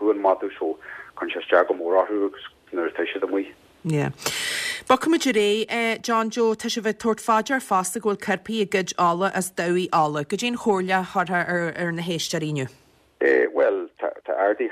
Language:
Irish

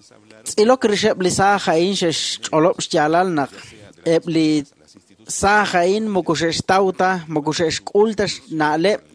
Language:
Kekchí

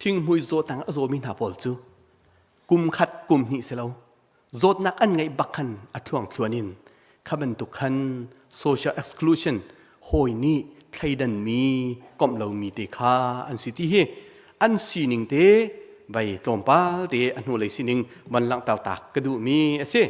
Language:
Hakha Chin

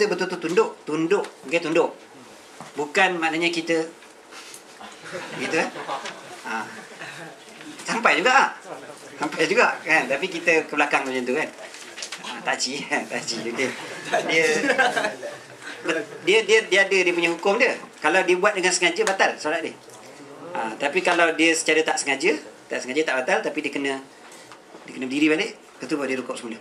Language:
Malay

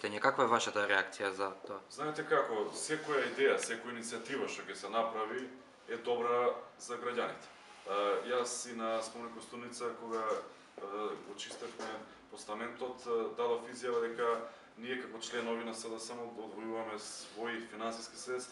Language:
Macedonian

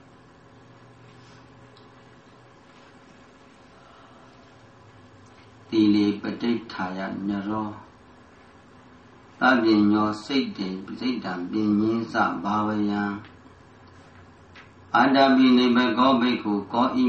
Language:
Burmese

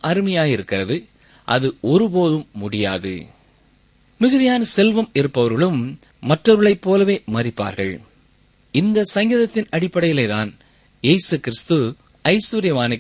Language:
Tamil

